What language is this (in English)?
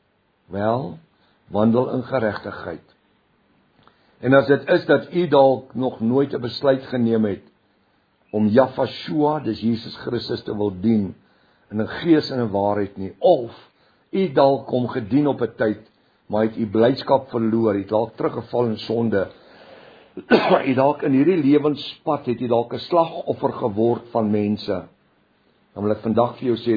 Afrikaans